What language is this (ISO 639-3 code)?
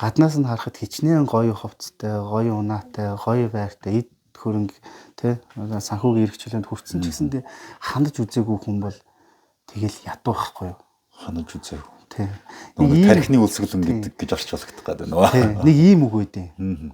mon